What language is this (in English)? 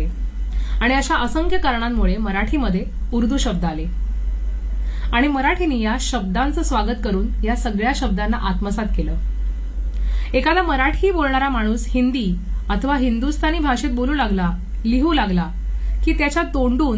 Marathi